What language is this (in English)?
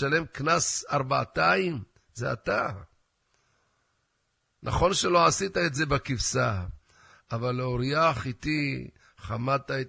Hebrew